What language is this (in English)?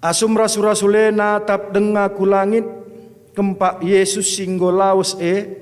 Batak Karo